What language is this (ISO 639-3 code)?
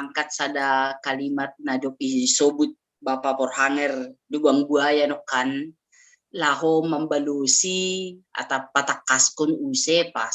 bts